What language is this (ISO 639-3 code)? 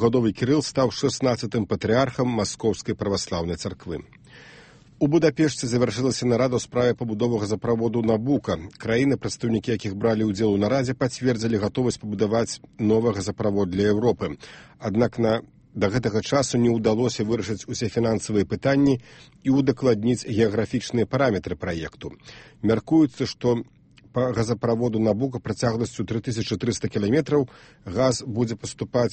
bel